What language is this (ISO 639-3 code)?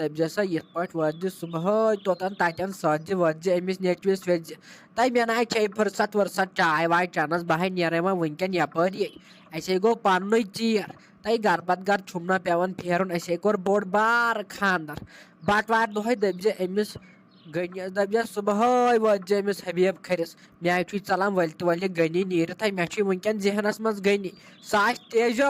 kas